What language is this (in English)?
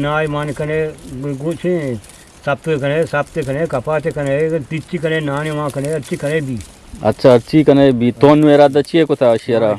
Eastern Balochi